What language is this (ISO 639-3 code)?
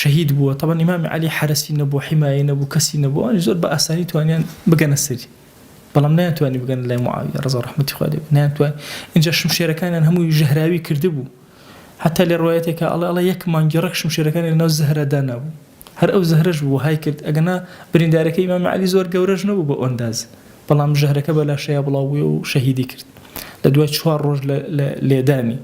ckb